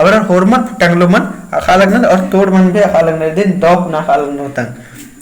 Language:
Kurukh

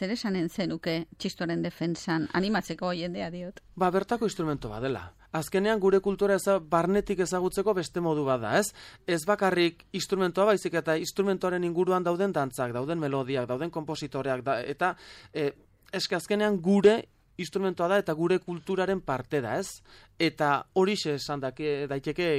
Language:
Basque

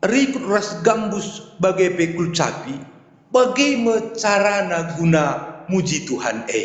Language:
Batak Karo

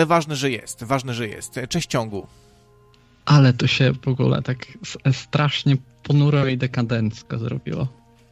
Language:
Polish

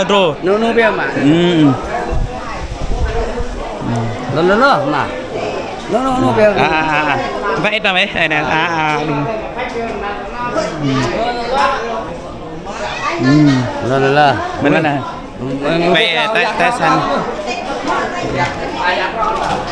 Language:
Vietnamese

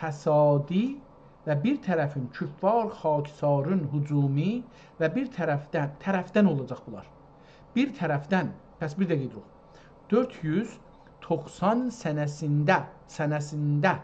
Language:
South Azerbaijani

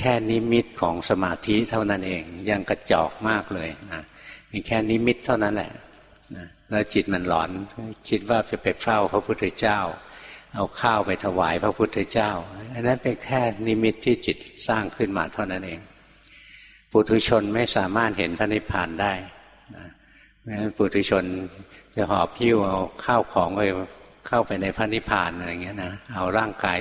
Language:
Thai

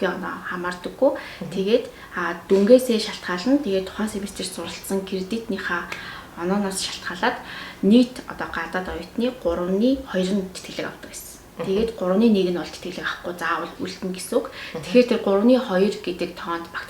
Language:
Mongolian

